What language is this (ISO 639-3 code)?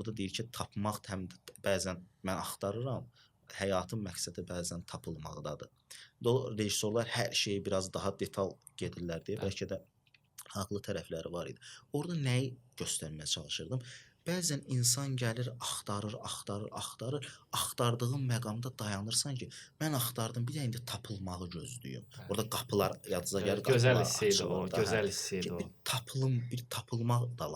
aze